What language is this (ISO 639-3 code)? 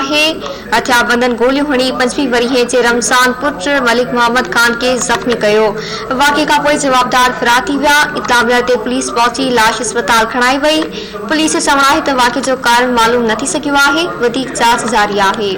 snd